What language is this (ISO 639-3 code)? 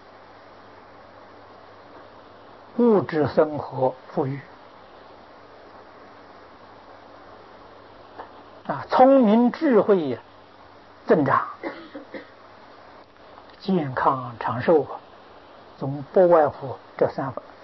zho